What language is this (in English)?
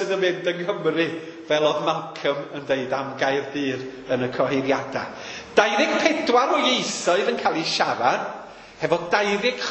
Welsh